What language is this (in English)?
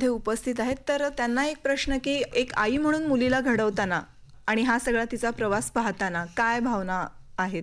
Marathi